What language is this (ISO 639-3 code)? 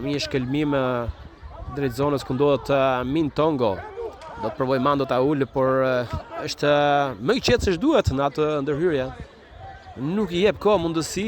sqi